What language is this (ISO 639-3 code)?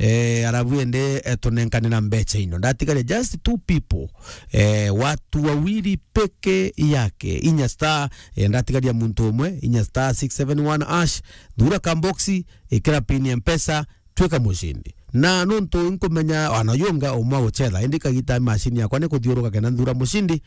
mer